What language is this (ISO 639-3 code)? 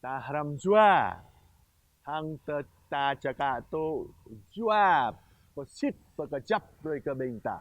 jra